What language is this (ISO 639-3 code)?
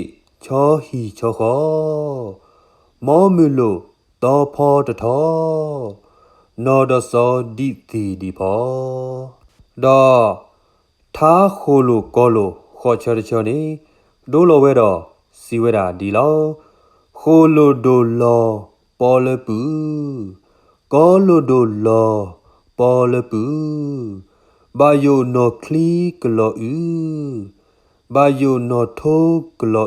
ksw